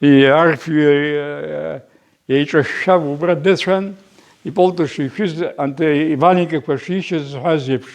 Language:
Abkhazian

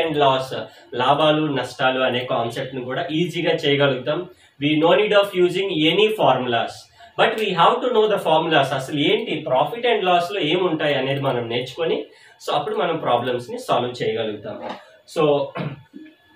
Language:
Telugu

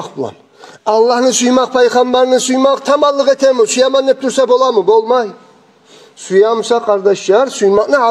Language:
Kumyk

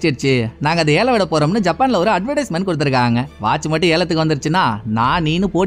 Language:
Tamil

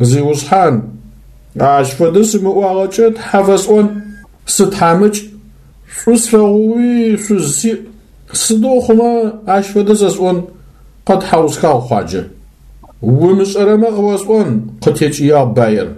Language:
Adyghe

